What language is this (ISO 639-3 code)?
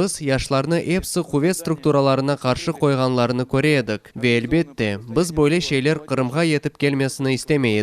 crh